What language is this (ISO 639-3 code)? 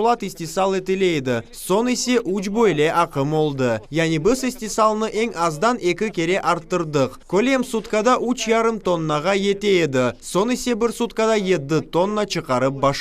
crh